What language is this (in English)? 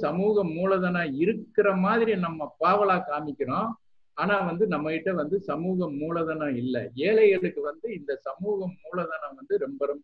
Tamil